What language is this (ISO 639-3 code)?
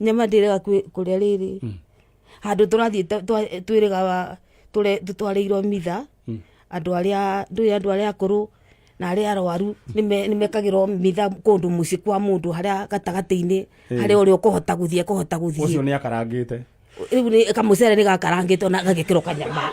kik